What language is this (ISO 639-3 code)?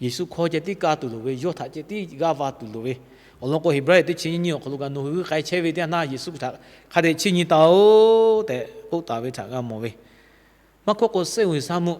lhu